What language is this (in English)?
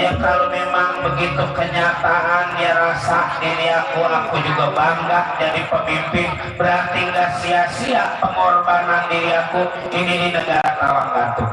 Betawi